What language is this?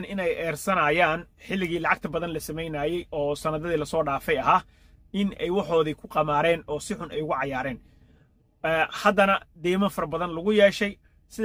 Somali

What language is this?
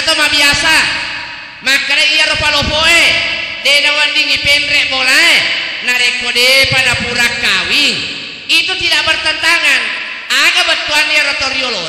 Buginese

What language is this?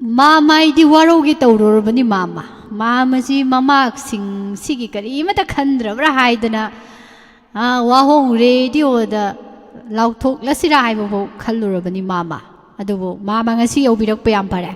Manipuri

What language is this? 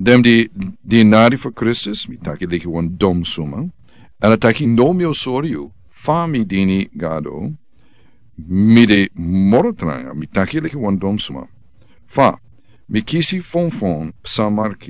Sranan Tongo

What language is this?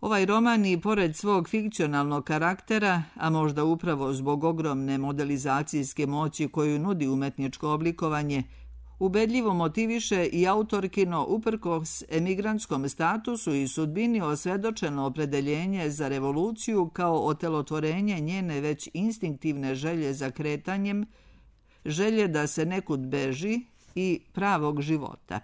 Serbian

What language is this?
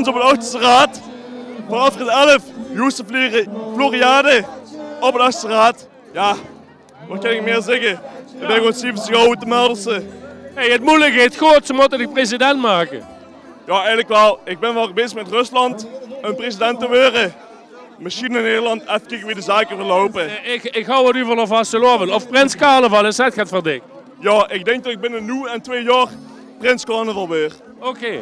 Limburgish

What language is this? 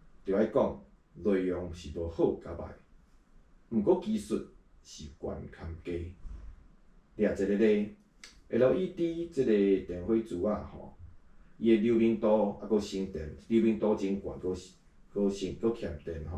Min Nan Chinese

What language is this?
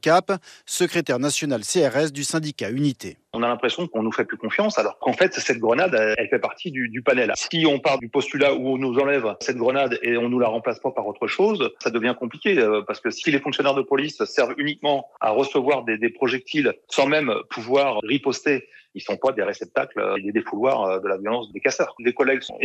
French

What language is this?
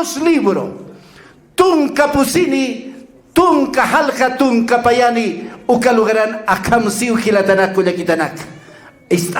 Aymara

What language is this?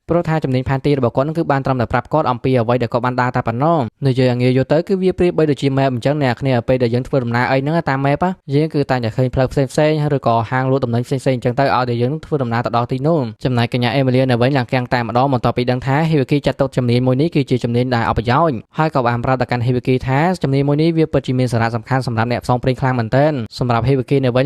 Khmer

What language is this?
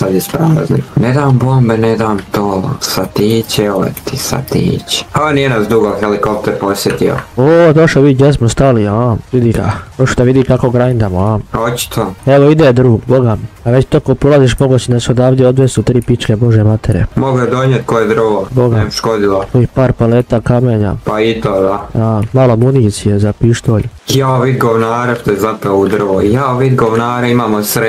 Croatian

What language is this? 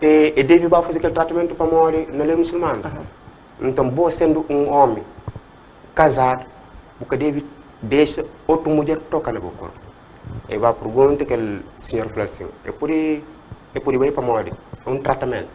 Kabuverdianu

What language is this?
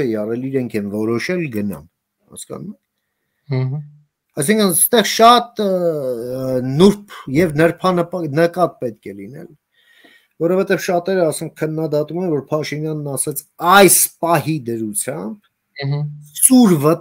Armenian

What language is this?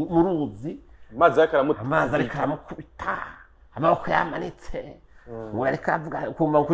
Rundi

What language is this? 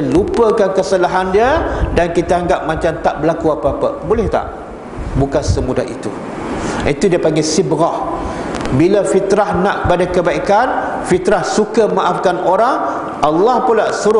Malay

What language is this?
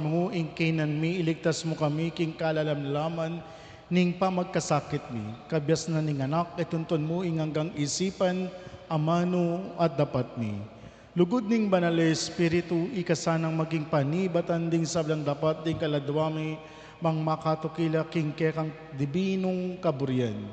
Pampanga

